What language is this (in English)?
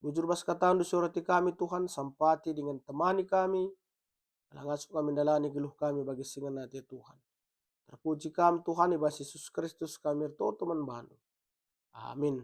Batak Karo